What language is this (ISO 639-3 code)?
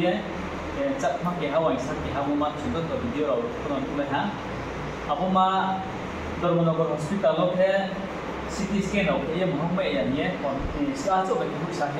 ria